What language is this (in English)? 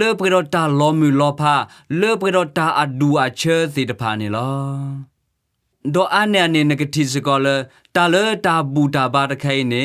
S'gaw Karen